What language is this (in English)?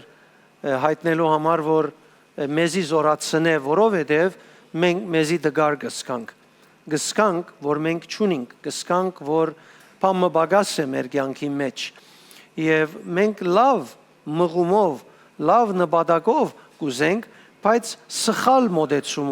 Western Armenian